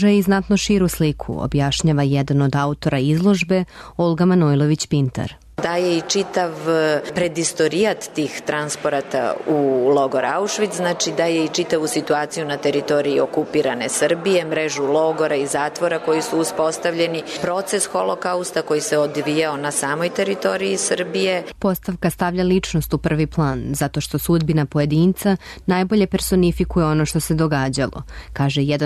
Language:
Serbian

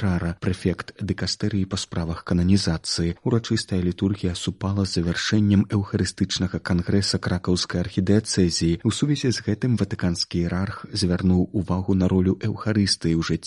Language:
Belarusian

